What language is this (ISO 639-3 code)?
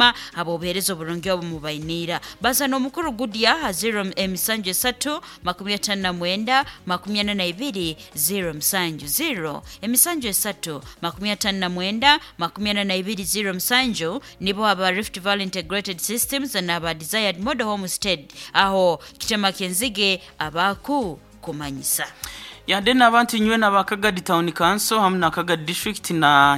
nyn